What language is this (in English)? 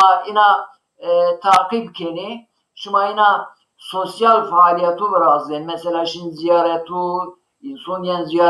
Zaza